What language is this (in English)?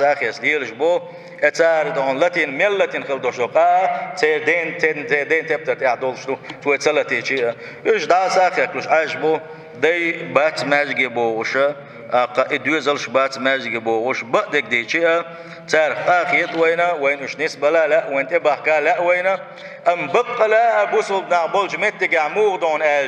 Chechen